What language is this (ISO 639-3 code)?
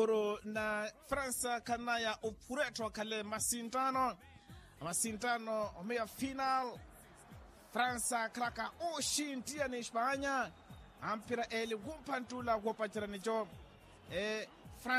vmw